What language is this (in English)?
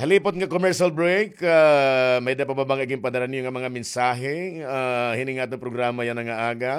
Waray